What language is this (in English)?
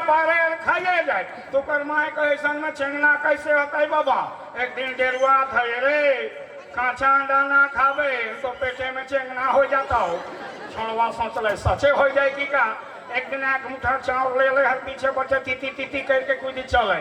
Sadri